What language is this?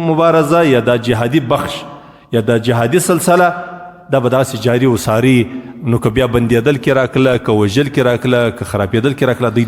Pashto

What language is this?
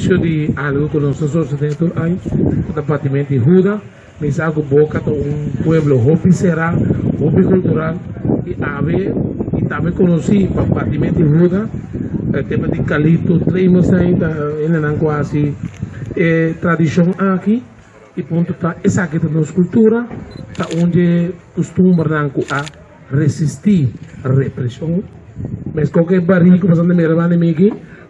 Papiamento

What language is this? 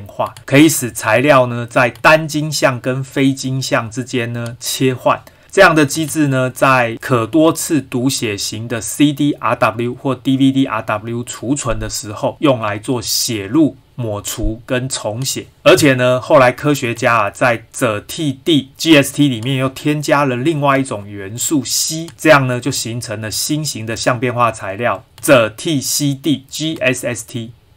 Chinese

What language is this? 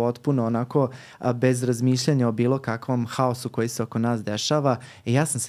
Serbian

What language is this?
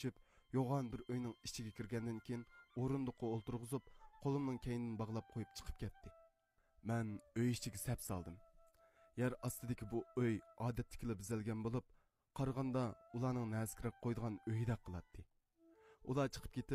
Uyghur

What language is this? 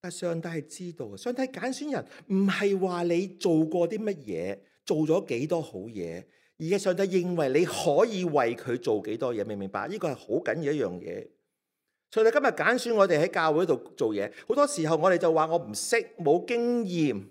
Cantonese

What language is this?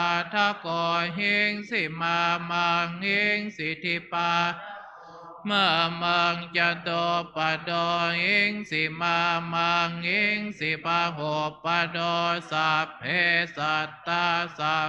Pali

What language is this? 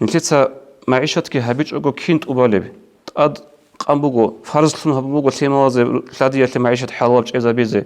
Avaric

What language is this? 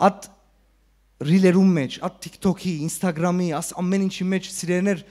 Western Armenian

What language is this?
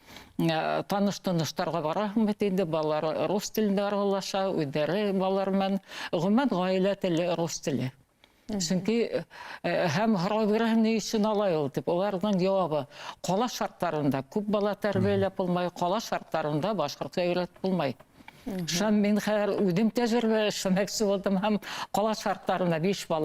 Bashkir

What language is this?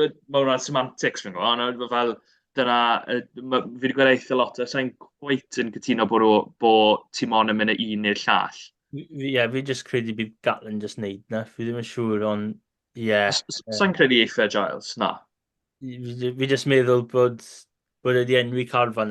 Welsh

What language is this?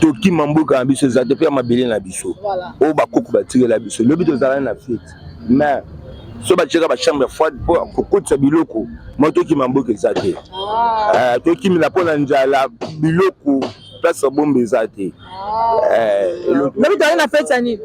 Lingala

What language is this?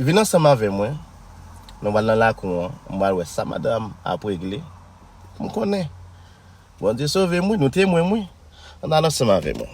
Haitian Creole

